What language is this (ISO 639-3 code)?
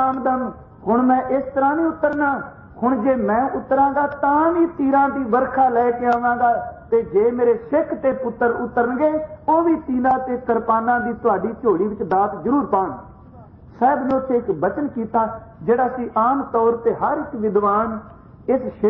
pan